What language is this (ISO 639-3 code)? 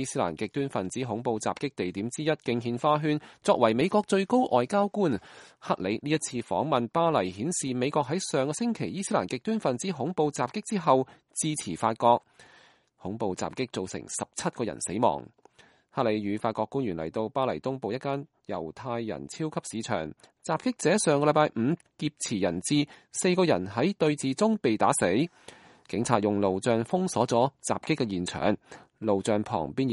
yue